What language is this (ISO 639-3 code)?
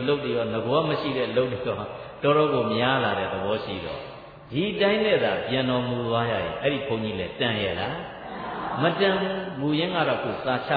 mya